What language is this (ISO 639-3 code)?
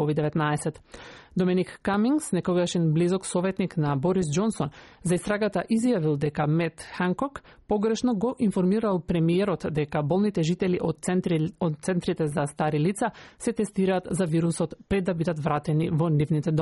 mkd